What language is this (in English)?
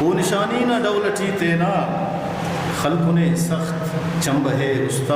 Brahui